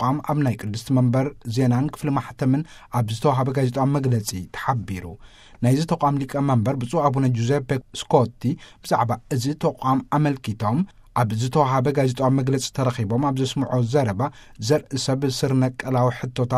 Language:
Tigrinya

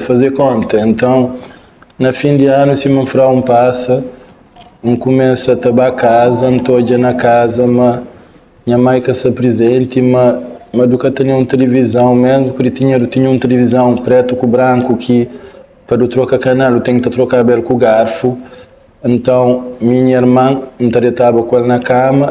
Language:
Kabuverdianu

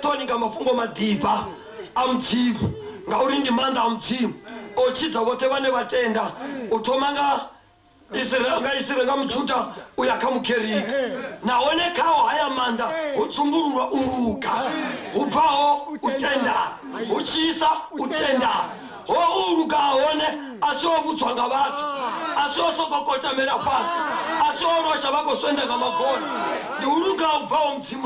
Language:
Venda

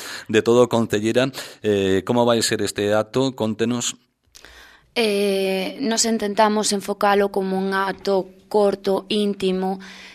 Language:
Galician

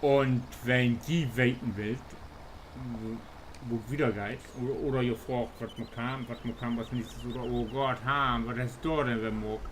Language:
Low German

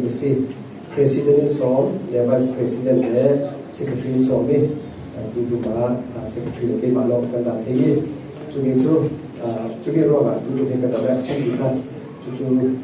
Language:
Falam Chin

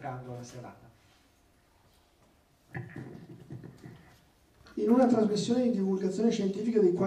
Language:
Italian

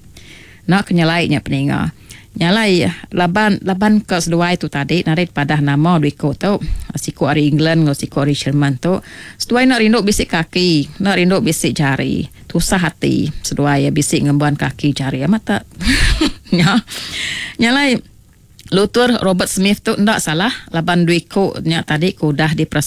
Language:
Iban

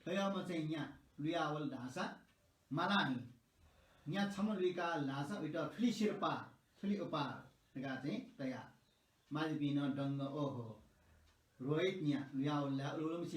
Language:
Newari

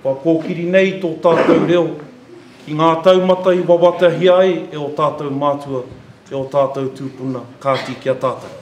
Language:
Māori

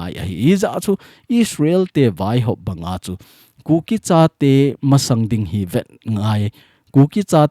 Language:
Thado Chin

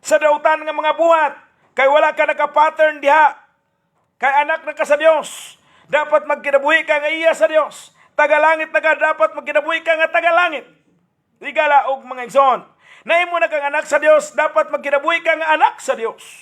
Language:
Cebuano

